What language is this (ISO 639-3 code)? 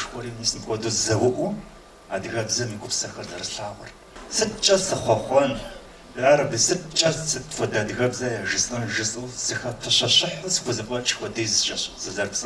kbd